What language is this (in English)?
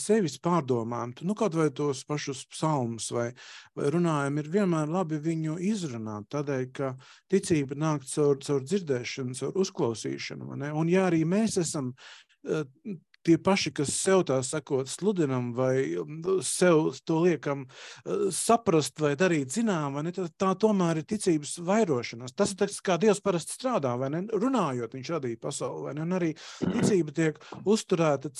Latvian